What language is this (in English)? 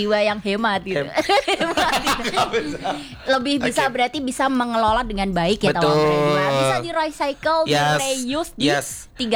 Indonesian